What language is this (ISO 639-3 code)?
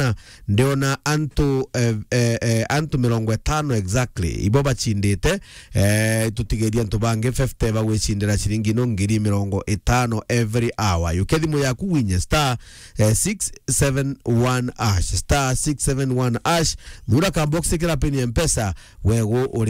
mer